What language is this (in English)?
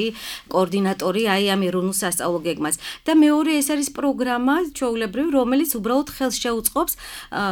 Georgian